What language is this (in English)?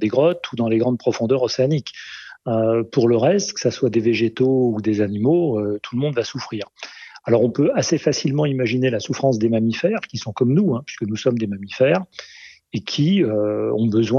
French